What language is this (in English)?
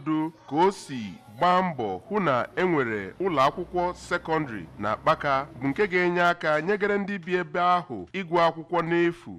Igbo